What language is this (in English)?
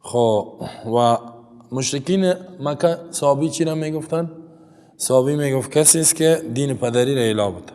Persian